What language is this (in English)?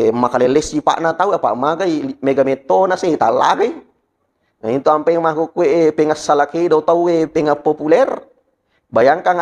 Buginese